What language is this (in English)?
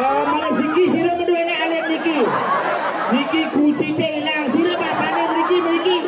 Balinese